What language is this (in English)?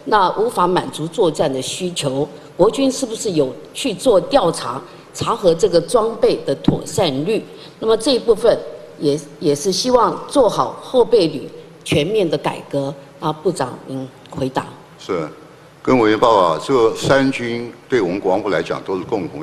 Chinese